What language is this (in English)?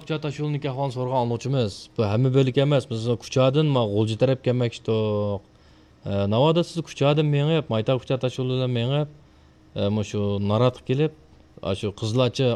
Uyghur